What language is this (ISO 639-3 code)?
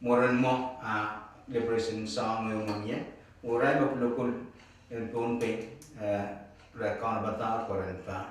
pon